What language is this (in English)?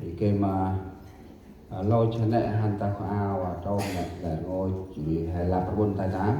Central Mnong